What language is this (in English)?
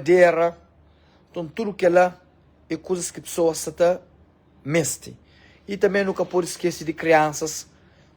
Kabuverdianu